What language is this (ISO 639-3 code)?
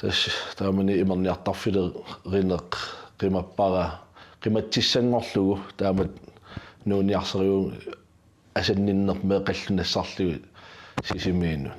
kal